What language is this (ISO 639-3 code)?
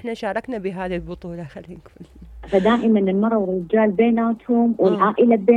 acm